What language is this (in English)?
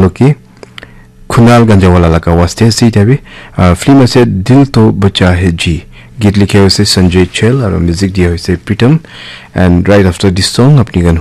Naga Pidgin